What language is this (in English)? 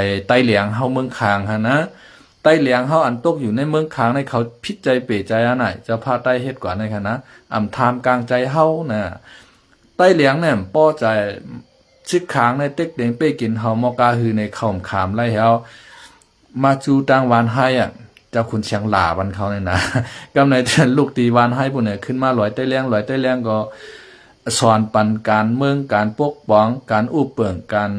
Shan